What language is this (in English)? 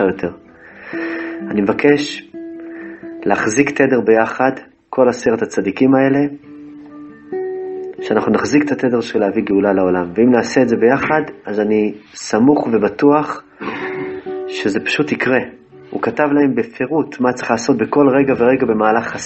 Hebrew